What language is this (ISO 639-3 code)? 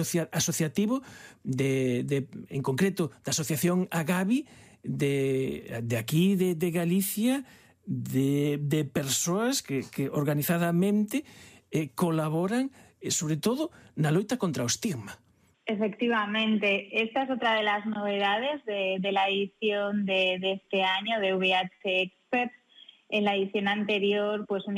glg